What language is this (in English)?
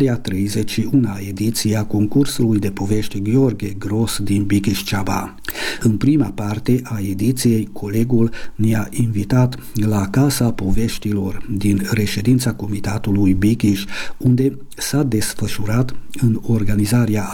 Romanian